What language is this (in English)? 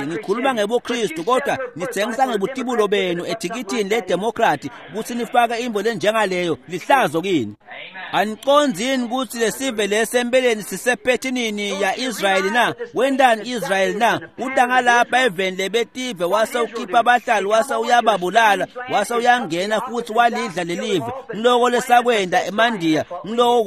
Swati